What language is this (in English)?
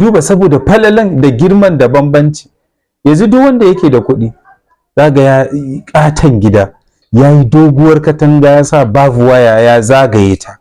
Hausa